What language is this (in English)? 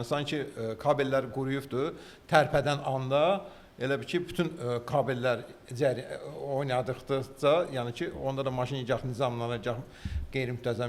Azerbaijani